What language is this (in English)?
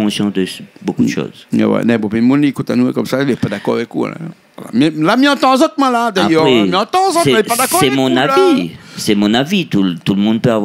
Réunion Creole French